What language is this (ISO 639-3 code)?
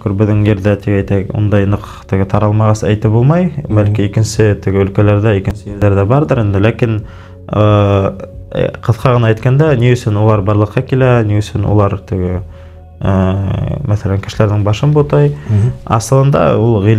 bak